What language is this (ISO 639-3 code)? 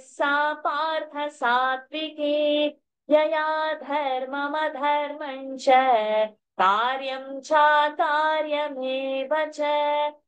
san